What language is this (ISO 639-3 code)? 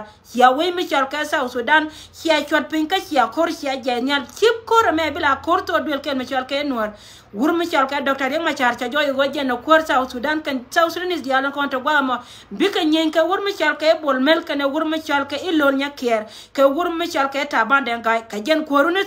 nus